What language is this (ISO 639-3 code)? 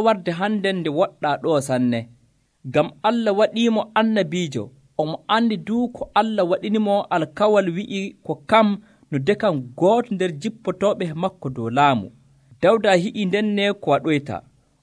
fuv